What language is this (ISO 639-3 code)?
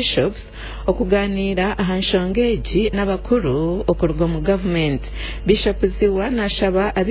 nyn